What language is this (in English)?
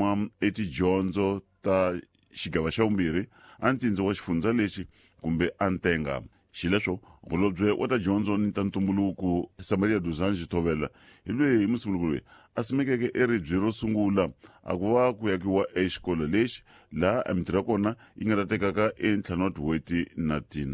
Tsonga